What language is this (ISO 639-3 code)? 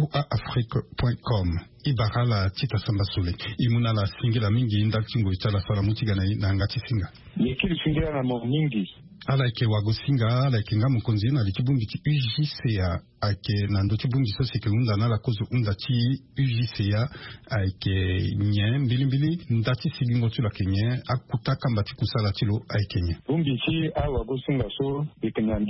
sag